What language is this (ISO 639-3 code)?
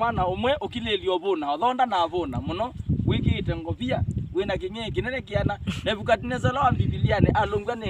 kam